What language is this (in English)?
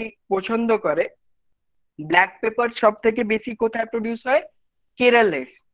Bangla